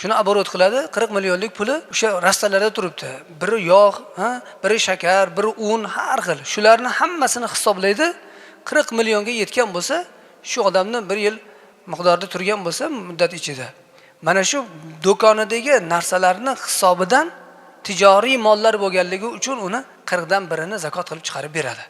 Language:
Uzbek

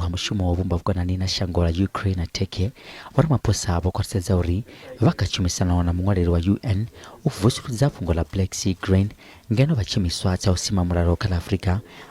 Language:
Venda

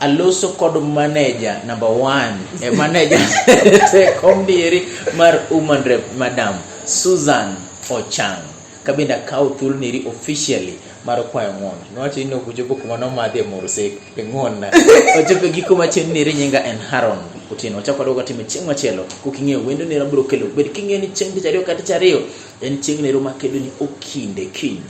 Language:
Luo (Kenya and Tanzania)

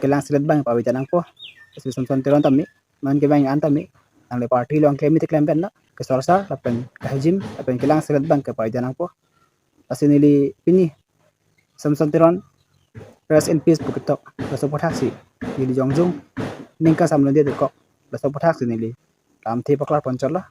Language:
Karbi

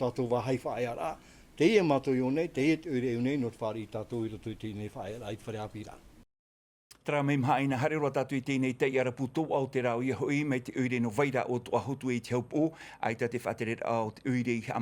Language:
Tahitian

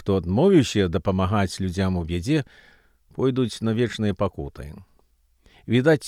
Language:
Belarusian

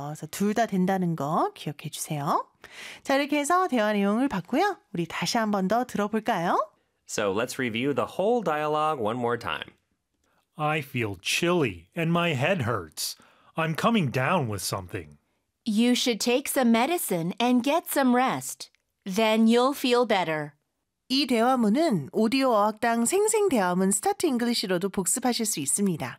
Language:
Korean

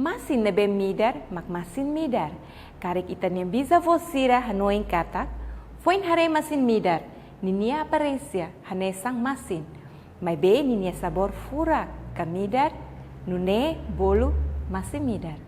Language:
Tetum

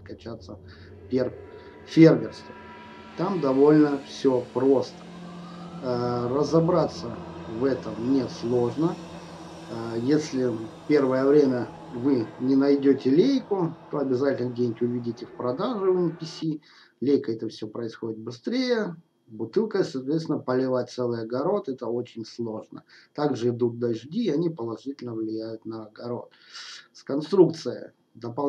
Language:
Russian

